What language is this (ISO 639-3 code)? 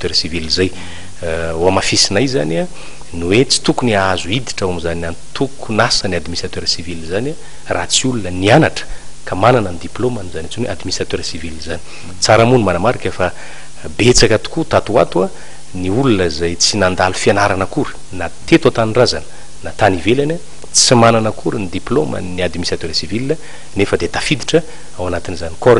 mlg